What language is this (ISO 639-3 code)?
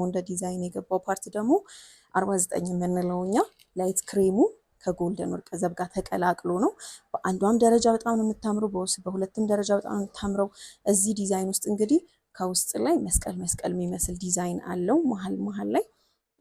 amh